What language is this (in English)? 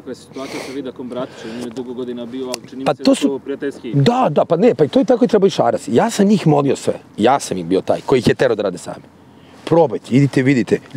Serbian